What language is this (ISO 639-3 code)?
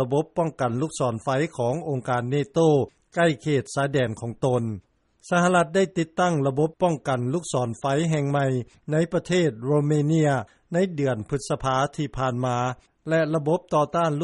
lao